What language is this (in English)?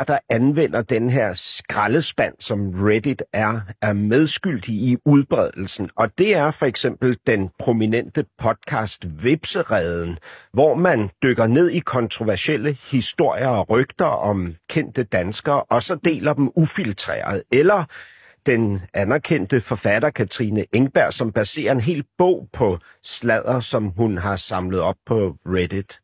Danish